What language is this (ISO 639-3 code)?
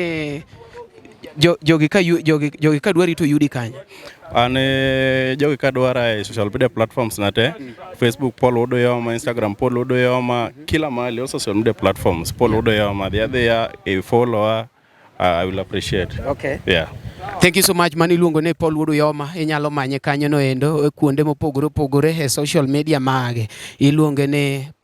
luo